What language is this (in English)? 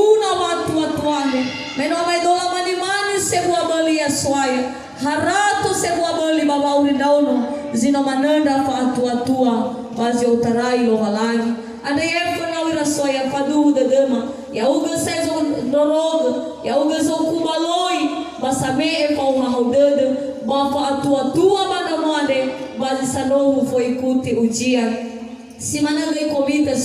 Nias